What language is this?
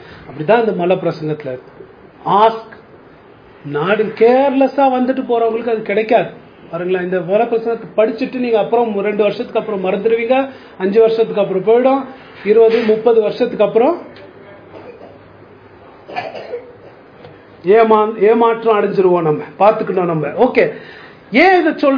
Tamil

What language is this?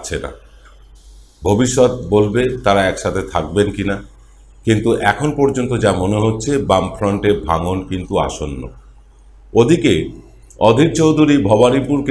Bangla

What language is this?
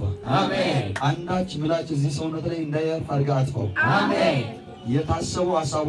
Amharic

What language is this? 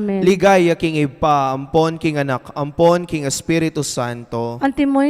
Pampanga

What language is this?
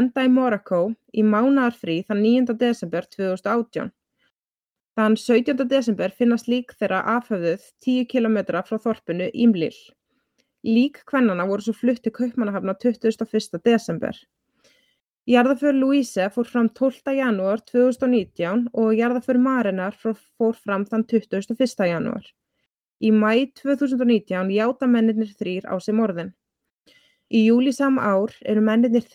Icelandic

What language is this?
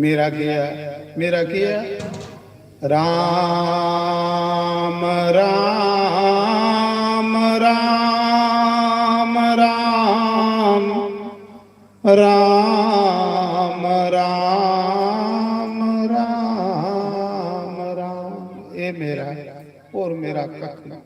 Dogri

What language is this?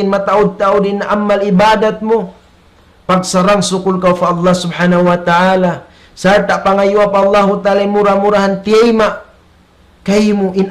Tausug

